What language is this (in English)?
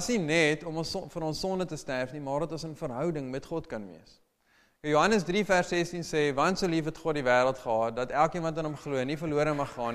Afrikaans